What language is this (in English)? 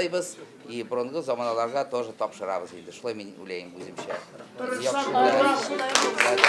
Tatar